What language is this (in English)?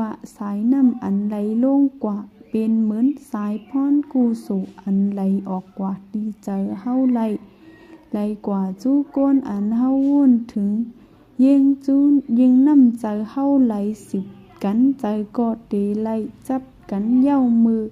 Shan